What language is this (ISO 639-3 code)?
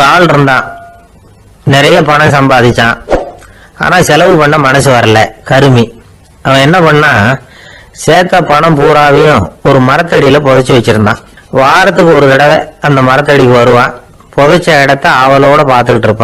tam